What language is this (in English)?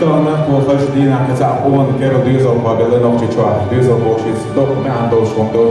Chechen